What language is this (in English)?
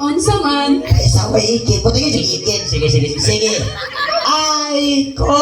Cebuano